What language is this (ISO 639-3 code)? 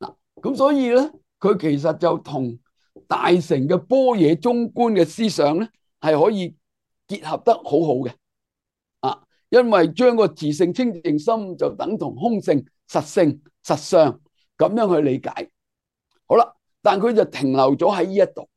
yue